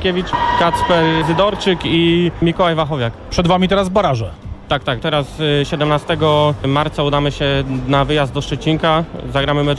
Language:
Polish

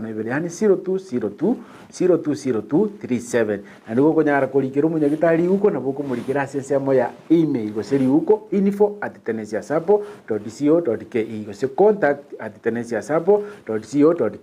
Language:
Gusii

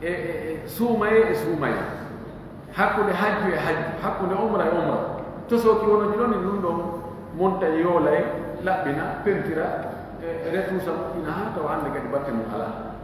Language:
Fula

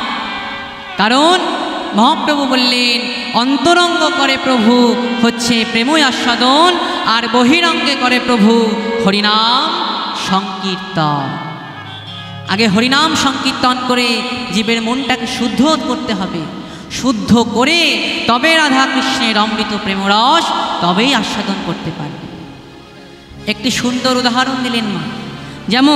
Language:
Bangla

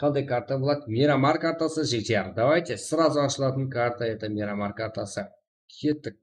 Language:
Kara-Kalpak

